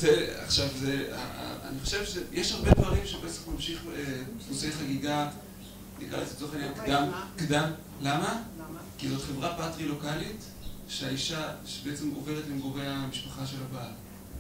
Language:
Hebrew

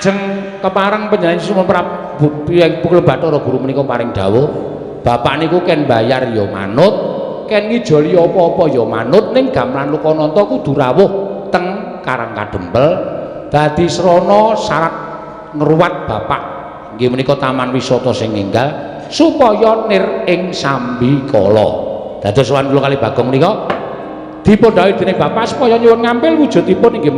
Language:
Javanese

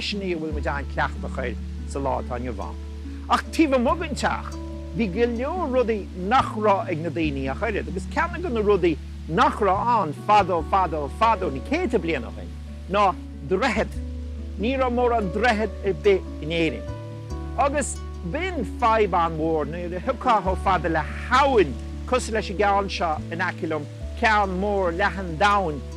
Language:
Irish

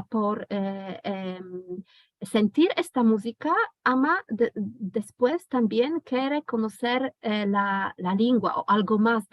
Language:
Ladino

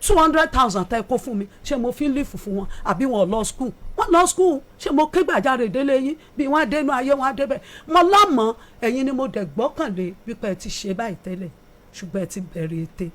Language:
Yoruba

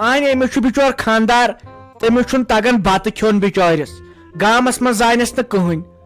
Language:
Kashmiri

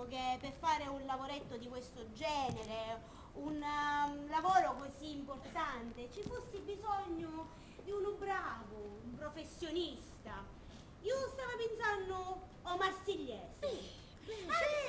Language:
Sicilian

